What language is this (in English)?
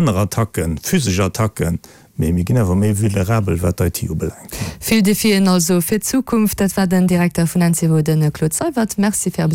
Luxembourgish